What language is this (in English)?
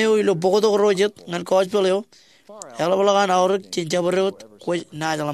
Marshallese